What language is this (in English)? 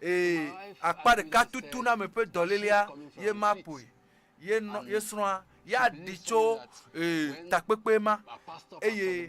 Ewe